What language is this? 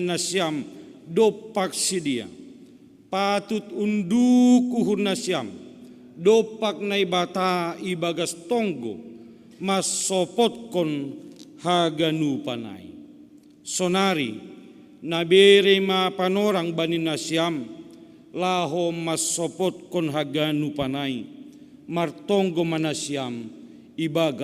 Batak Simalungun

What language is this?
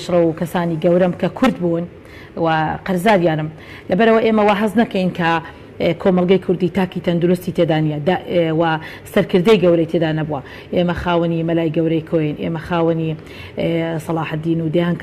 Central Kurdish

